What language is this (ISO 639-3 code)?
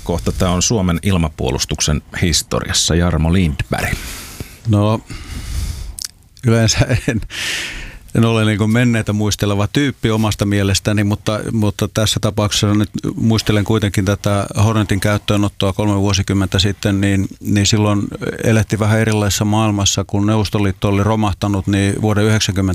fin